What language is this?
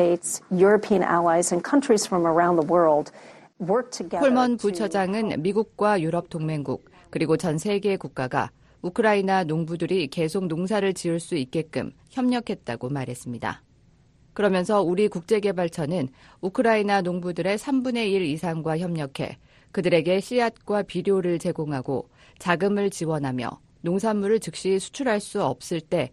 Korean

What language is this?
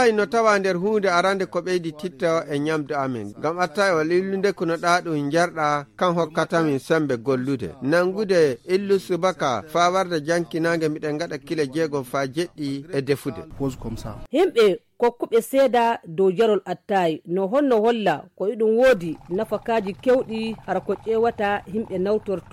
Nigerian Fulfulde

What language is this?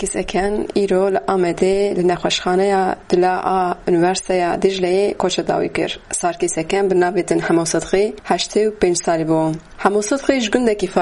Kurdish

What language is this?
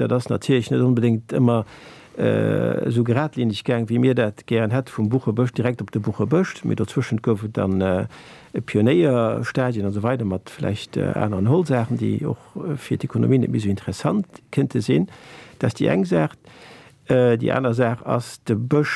Luxembourgish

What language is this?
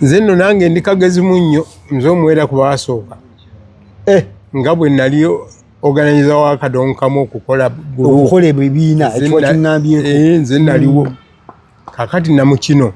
Ganda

